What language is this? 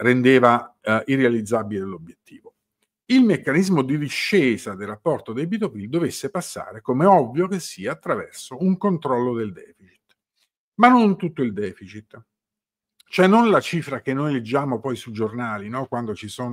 Italian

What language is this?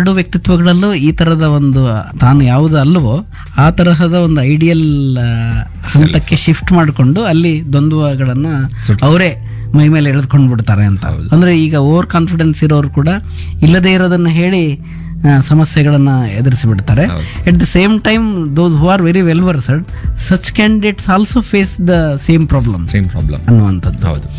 Kannada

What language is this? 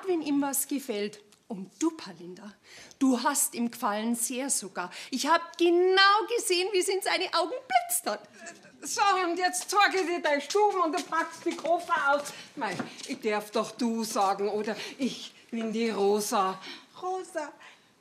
Bavarian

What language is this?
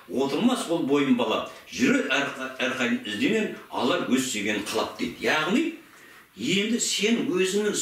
Kazakh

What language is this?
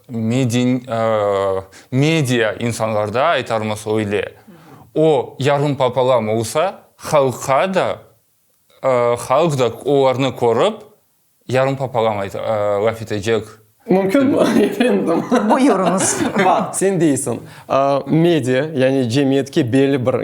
Crimean Tatar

